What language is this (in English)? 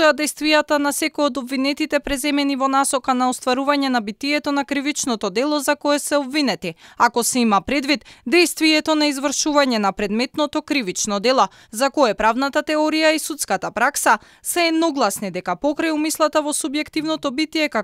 Macedonian